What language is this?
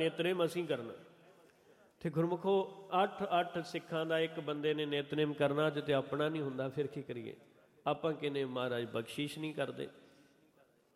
Punjabi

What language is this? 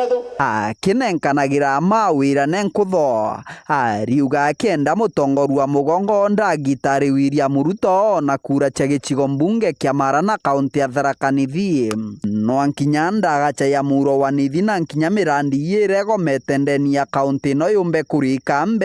Meru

